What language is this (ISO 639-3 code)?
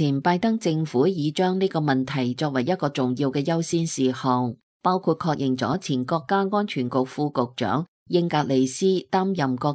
yue